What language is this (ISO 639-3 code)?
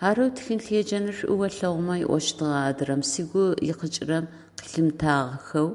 ady